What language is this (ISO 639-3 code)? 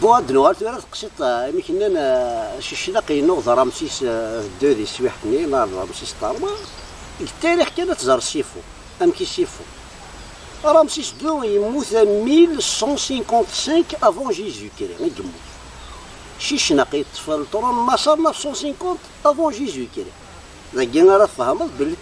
kab